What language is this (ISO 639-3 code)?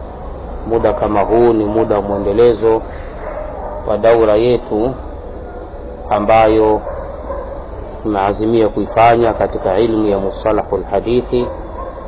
swa